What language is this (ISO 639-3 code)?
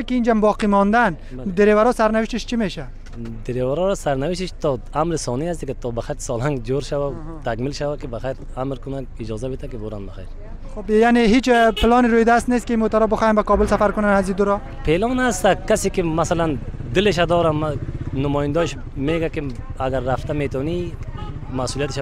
fas